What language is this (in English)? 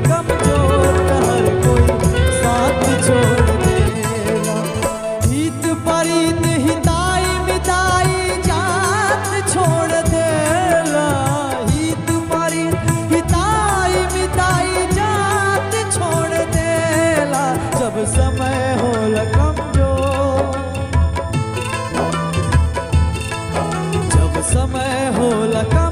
Bhojpuri